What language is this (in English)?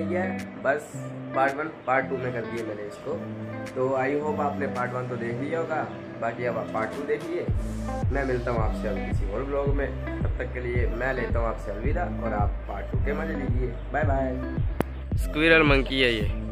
Hindi